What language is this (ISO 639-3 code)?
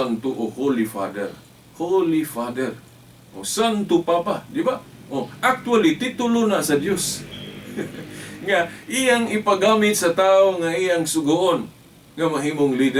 ceb